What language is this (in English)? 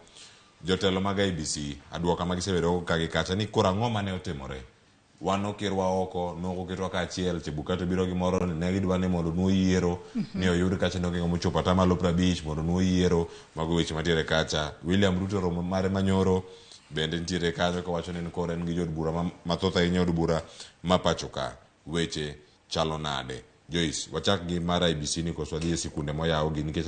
Luo (Kenya and Tanzania)